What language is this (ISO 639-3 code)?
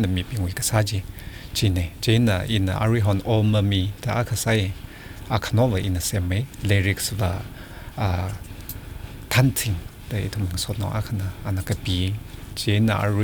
nmf